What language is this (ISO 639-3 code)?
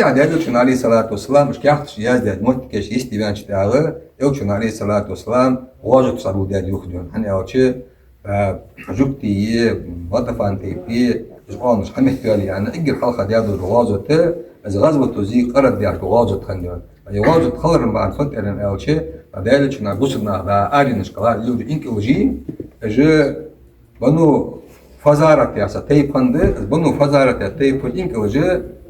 inh